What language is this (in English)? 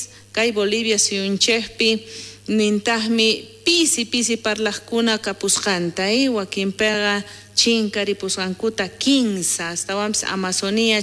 South Bolivian Quechua